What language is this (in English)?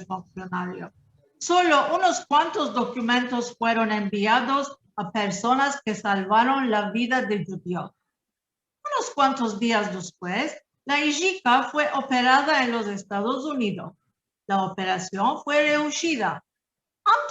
Ladino